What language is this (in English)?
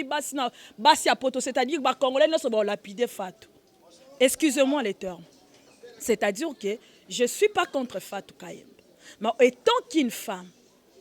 Lingala